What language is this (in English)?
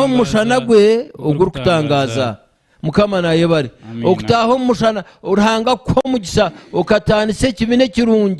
Nyankole